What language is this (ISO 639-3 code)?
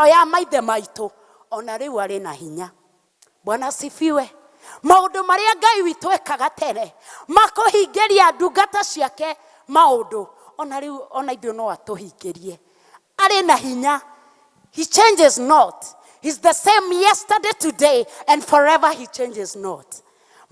kik